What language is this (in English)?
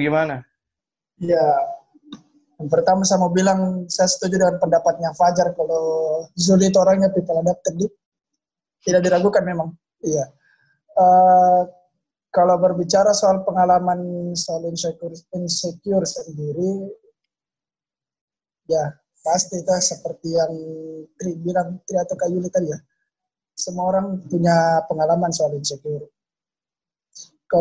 Indonesian